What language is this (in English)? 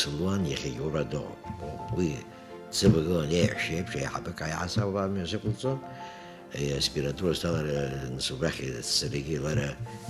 Abkhazian